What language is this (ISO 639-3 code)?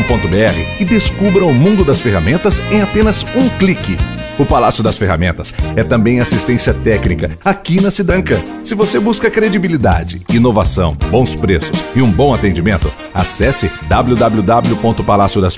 por